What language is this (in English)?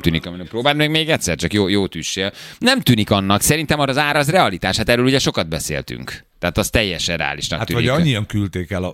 Hungarian